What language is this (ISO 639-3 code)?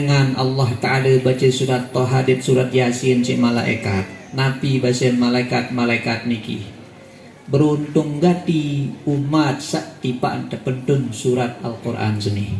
sas